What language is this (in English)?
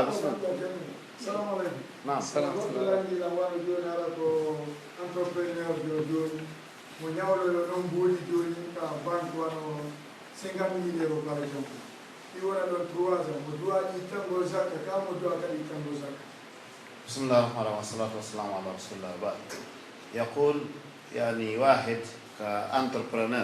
Pular